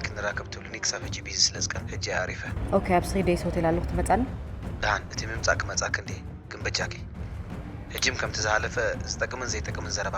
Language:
Tigrinya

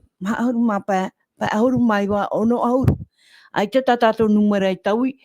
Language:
Tahitian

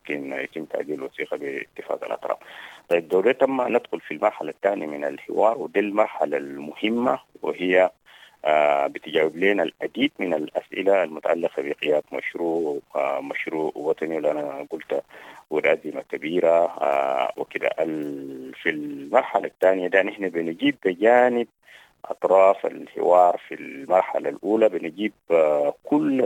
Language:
Sudanese Arabic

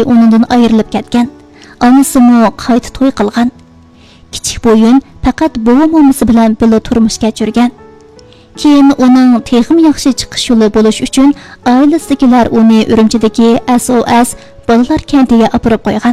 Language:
Uyghur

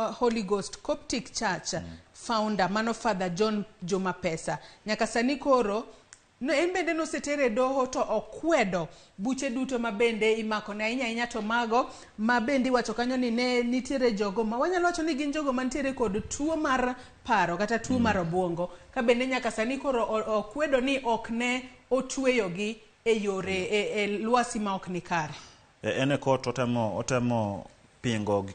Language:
Luo (Kenya and Tanzania)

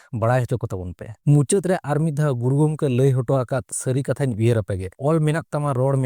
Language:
Santali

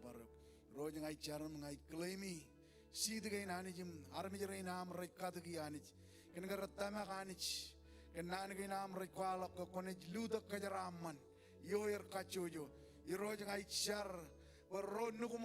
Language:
Marshallese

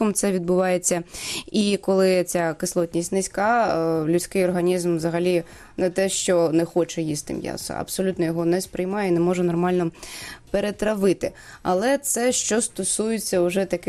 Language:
Ukrainian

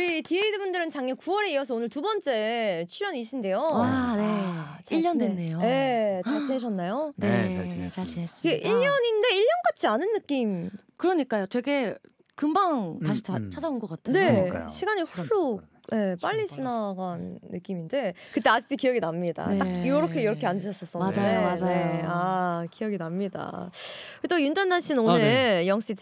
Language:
Korean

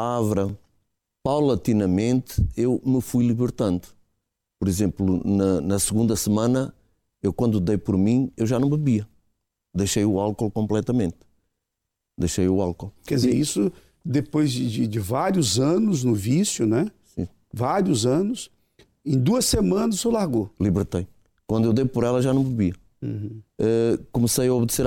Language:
Portuguese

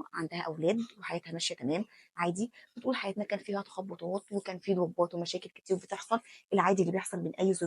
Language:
Egyptian Arabic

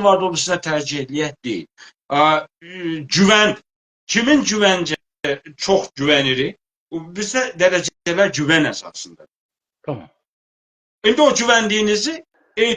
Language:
South Azerbaijani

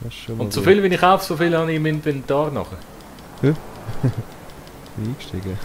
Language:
Swiss German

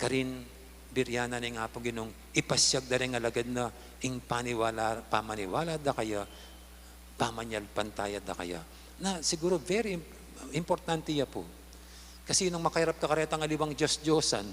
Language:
Pampanga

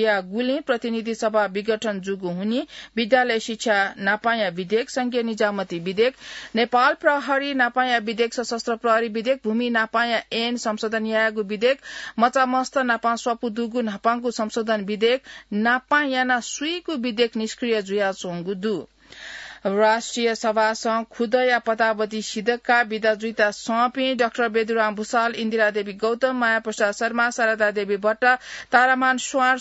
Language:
Newari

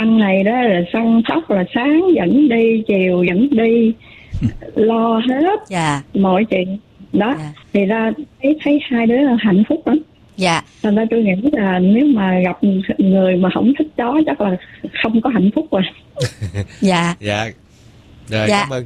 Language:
Vietnamese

